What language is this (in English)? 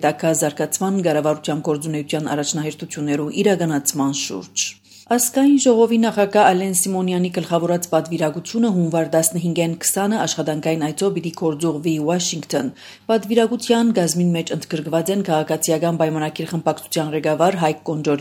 Armenian